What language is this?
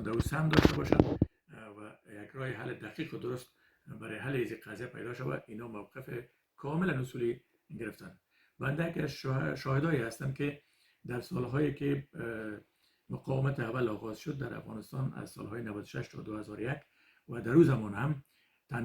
Persian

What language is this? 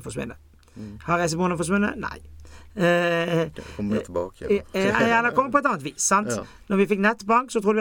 Norwegian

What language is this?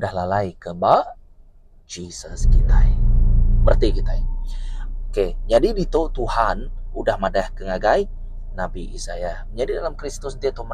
Iban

